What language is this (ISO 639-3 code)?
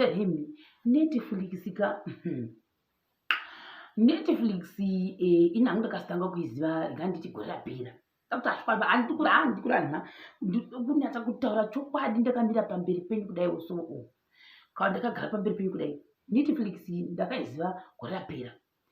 sna